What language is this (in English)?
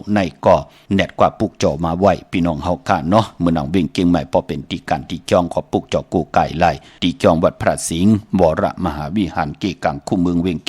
Shan